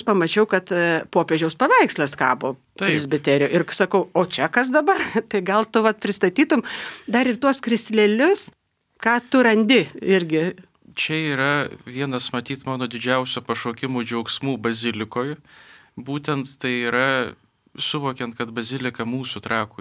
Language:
Lithuanian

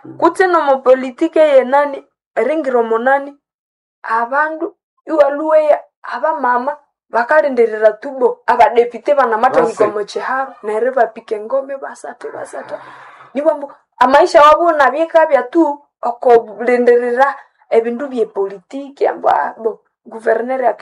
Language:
Nande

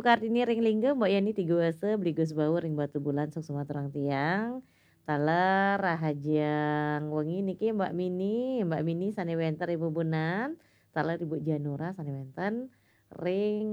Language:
Balinese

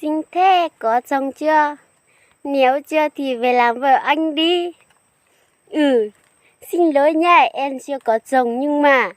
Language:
Hmong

